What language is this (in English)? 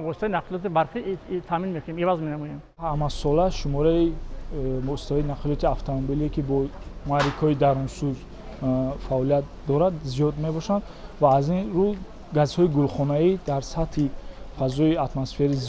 Tajik